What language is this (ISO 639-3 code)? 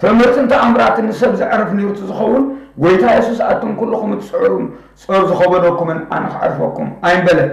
tir